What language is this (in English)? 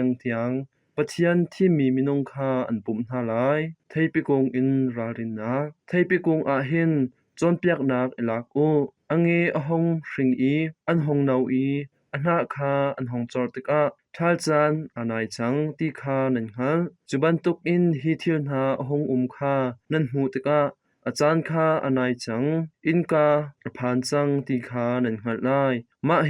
Hakha Chin